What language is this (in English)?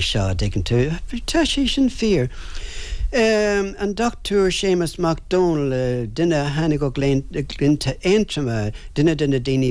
Irish